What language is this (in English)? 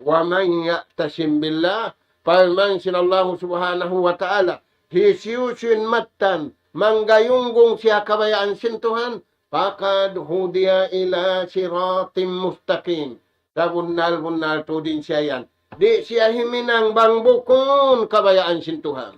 Tausug